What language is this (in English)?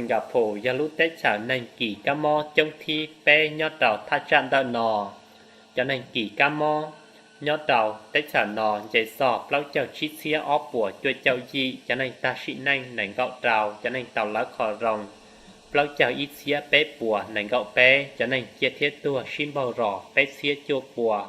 Hmong